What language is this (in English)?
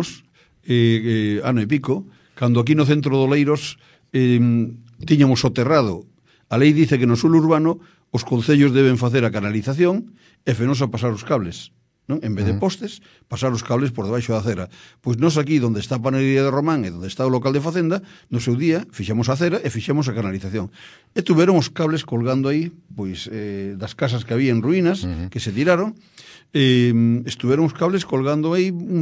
Galician